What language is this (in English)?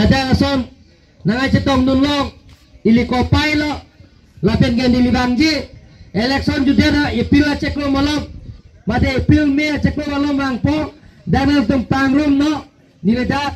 Karbi